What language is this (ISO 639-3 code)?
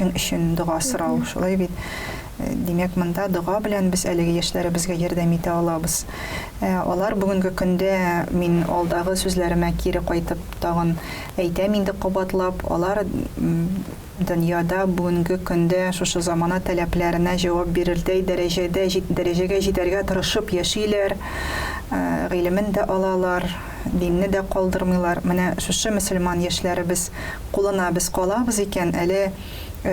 tat